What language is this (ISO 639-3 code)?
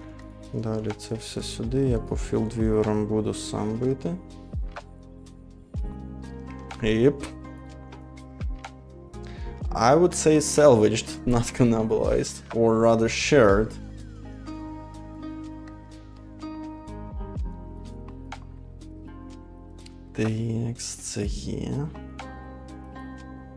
ukr